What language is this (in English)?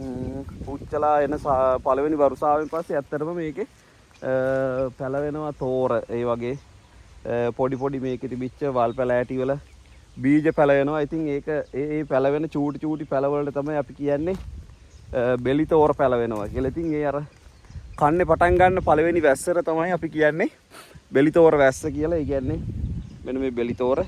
Sinhala